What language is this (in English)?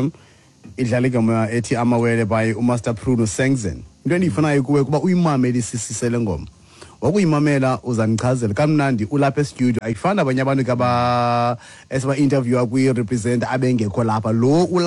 Xhosa